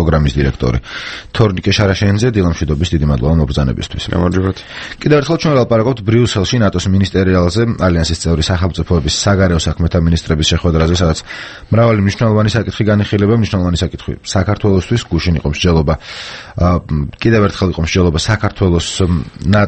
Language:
Georgian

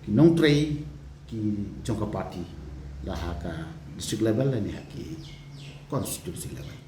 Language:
Khasi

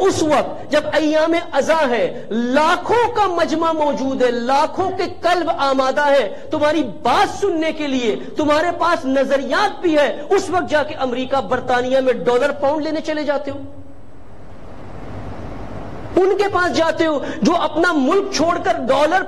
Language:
Urdu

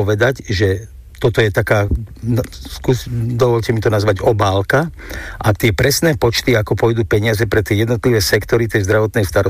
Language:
Slovak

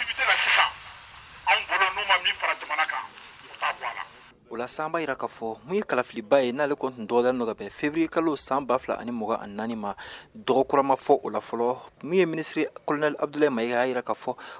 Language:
Bambara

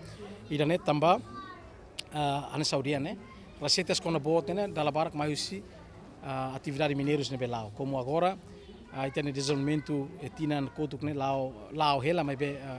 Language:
Tetum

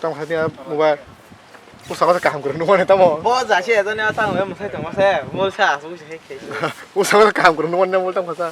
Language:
Kok Borok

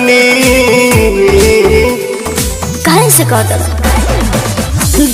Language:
Bhojpuri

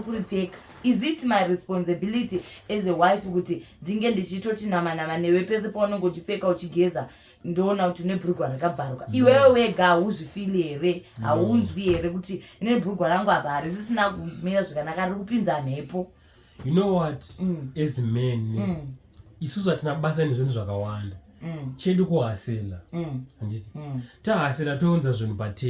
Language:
Shona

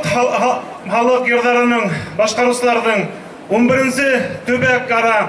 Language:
Bashkir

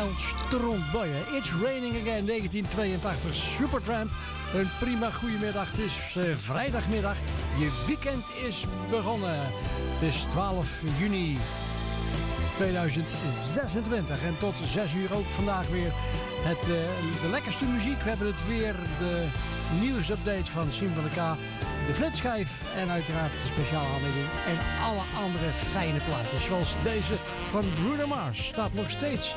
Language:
Dutch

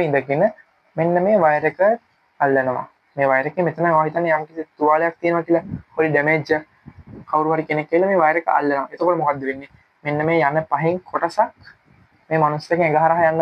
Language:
Sinhala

